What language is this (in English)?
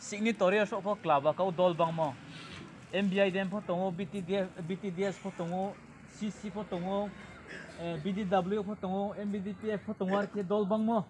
Riang (India)